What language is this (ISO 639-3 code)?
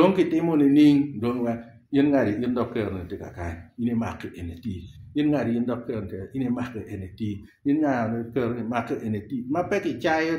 ach